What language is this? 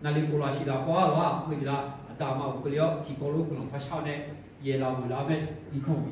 Akha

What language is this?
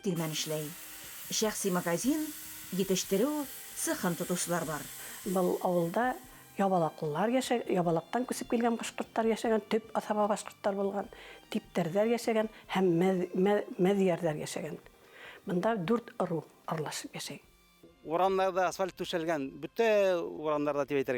Bashkir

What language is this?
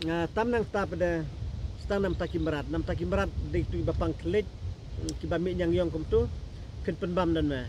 Khasi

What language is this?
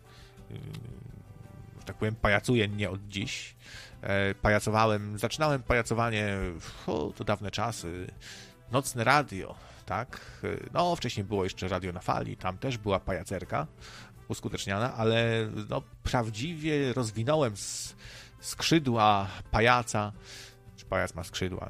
Polish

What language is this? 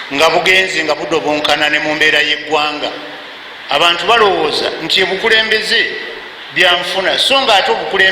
Ganda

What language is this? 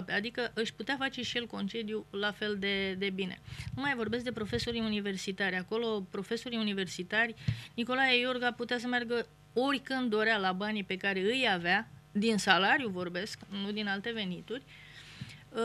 Romanian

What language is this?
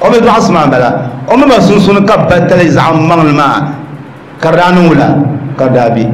Dagbani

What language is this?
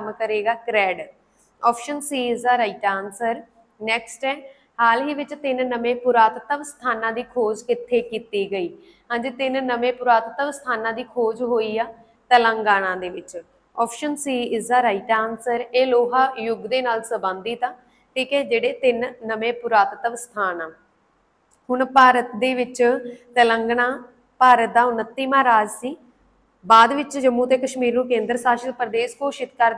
Punjabi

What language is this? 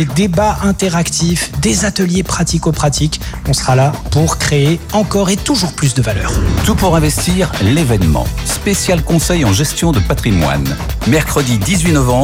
French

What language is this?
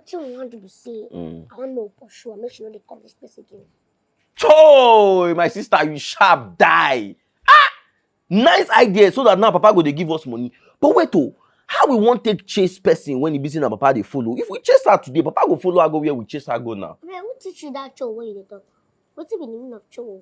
Nigerian Pidgin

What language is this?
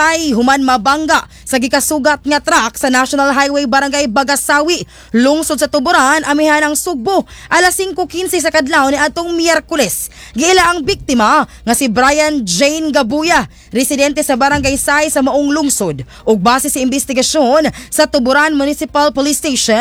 Cebuano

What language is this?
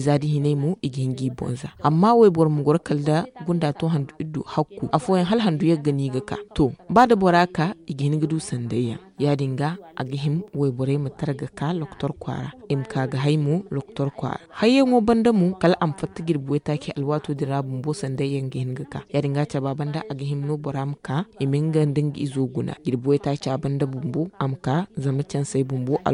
Zarma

